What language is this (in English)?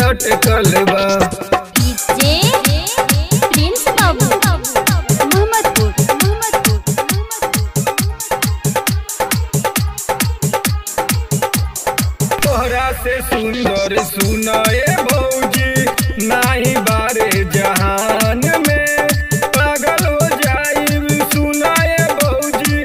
Bhojpuri